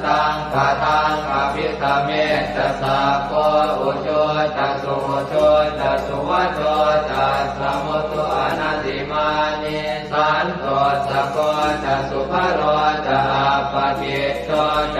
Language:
Pali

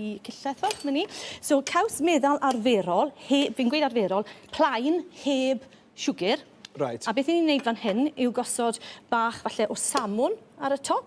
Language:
Welsh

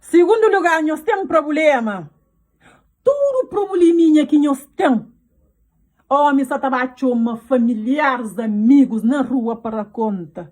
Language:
Kabuverdianu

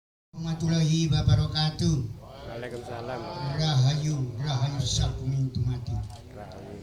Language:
Javanese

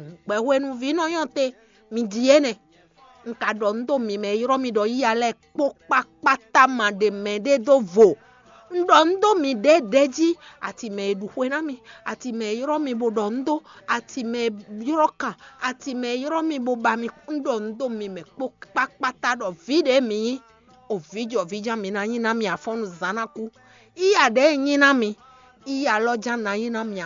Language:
Fon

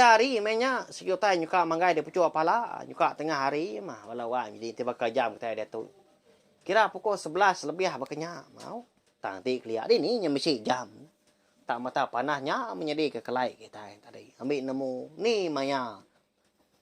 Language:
Iban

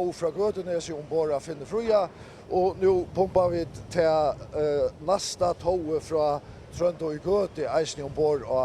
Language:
Faroese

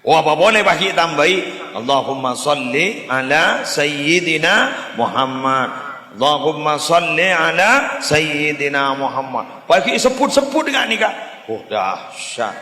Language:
Madurese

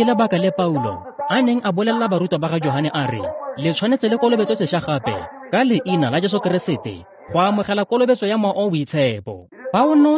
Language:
Tswana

